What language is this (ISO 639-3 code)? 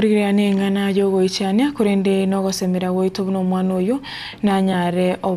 guz